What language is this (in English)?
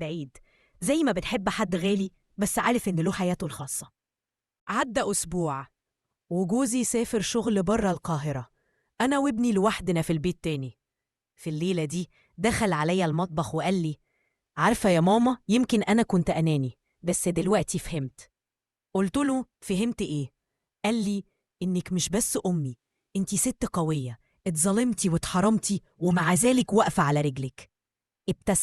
Egyptian Arabic